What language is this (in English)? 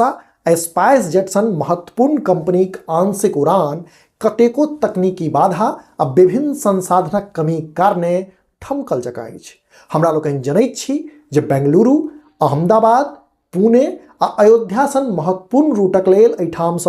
Maithili